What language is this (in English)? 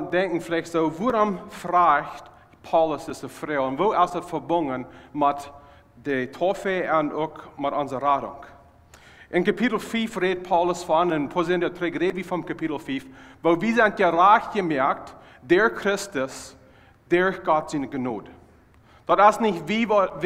Plautdietsch